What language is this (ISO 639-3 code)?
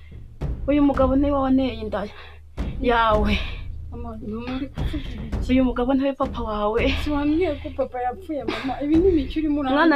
kin